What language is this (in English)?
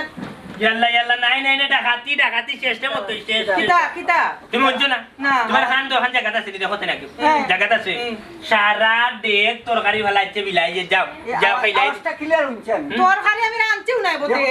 Sylheti